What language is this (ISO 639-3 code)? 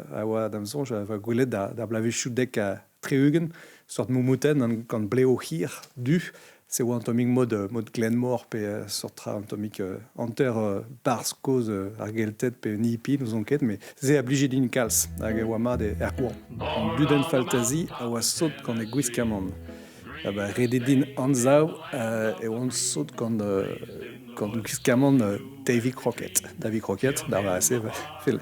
bre